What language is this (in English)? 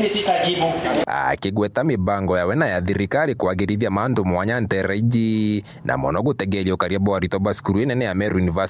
Meru